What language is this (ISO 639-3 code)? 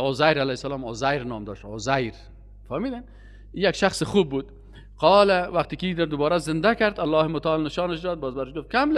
fas